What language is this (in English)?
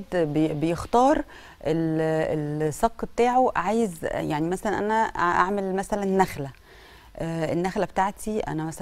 Egyptian Arabic